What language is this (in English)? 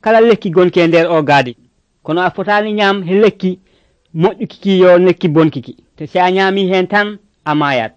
Nigerian Fulfulde